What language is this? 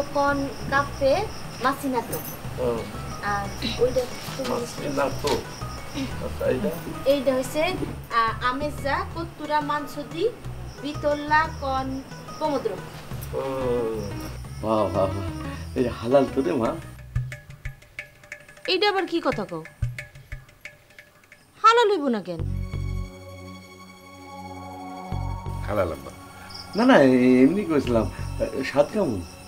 Bangla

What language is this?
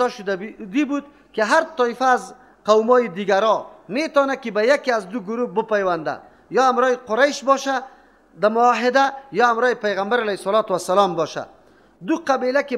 Persian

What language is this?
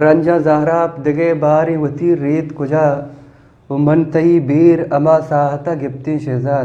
Eastern Balochi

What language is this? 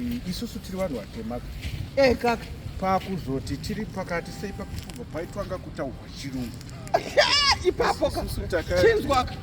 Shona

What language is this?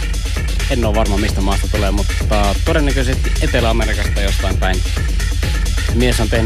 Finnish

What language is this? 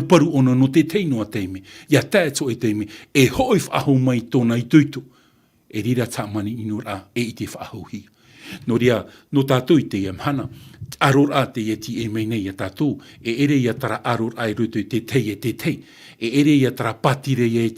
Tahitian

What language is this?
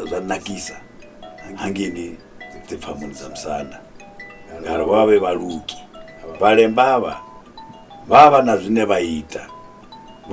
Venda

